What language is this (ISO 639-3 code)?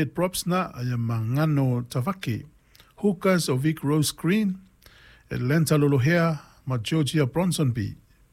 smo